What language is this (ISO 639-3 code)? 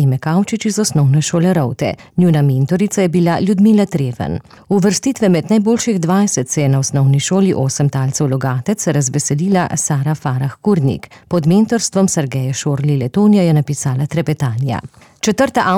slv